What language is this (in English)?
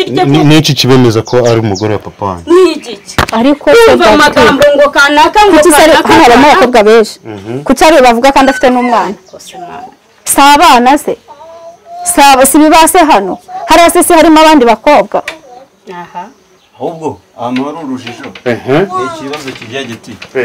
Kinyarwanda